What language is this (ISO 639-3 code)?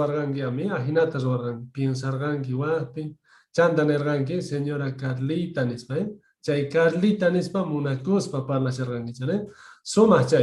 quh